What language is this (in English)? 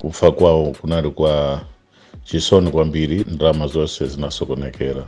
Nyanja